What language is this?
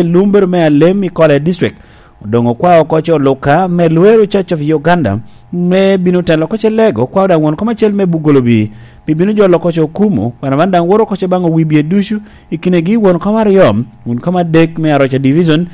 Lango (Uganda)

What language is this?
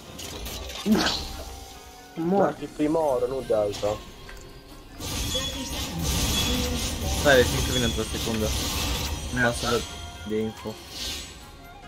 Romanian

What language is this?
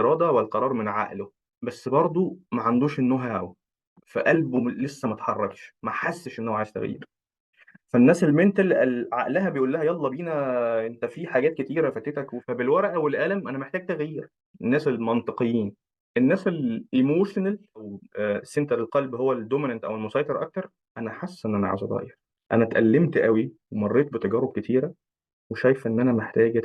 Egyptian Arabic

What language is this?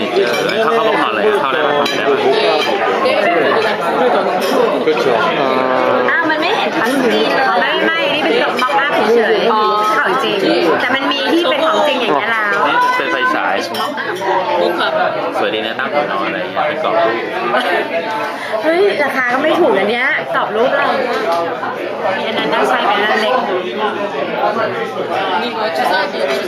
Thai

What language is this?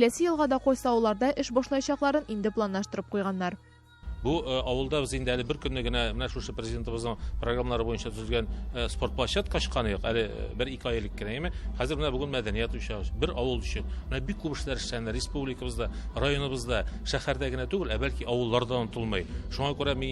Tatar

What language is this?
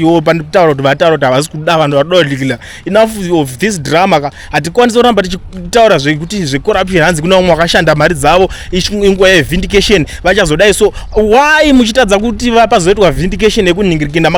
Shona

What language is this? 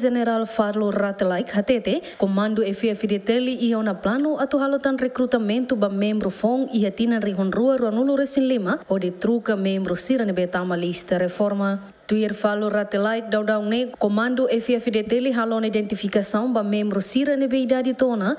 Tetum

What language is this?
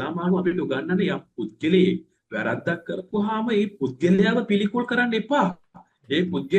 Sinhala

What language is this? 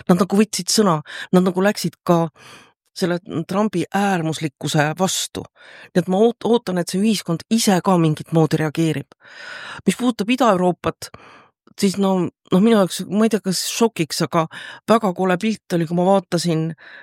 Estonian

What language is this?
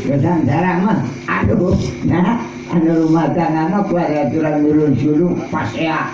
Sundanese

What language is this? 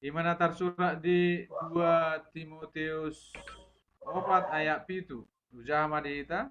Batak Toba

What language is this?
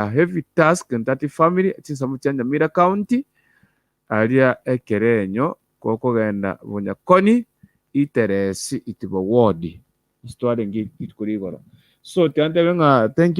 Gusii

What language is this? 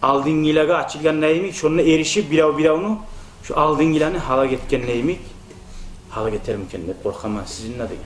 Kumyk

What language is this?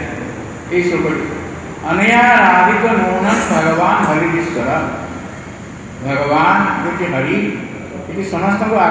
Odia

